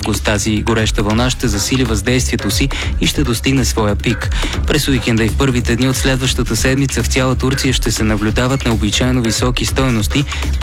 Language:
Bulgarian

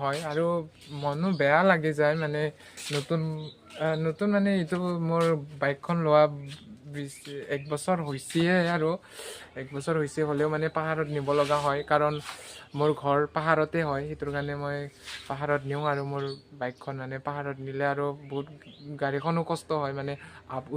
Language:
Assamese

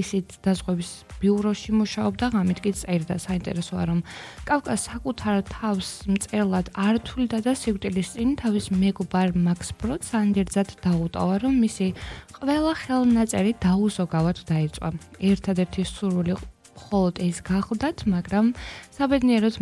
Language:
Georgian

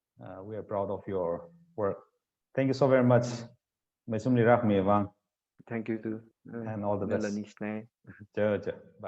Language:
Tangkhul Naga (India)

